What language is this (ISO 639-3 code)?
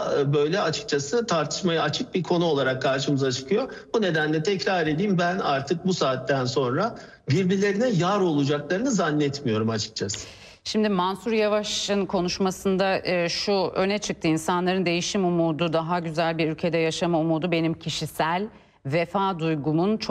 tur